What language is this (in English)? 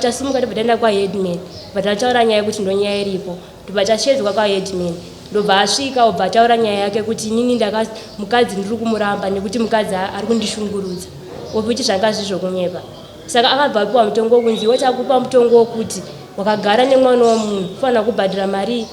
Shona